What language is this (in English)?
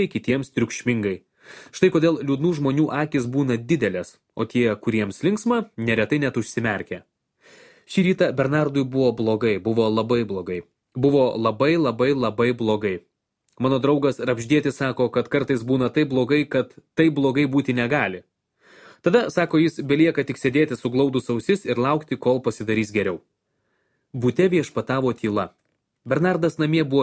Lithuanian